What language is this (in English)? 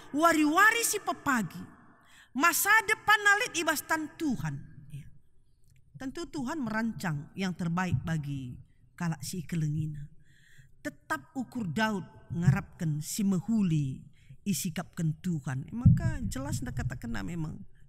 Batak Karo